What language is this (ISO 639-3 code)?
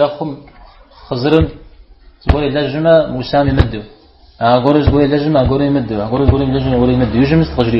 kbd